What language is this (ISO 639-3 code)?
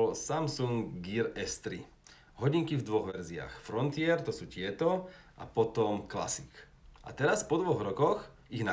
slk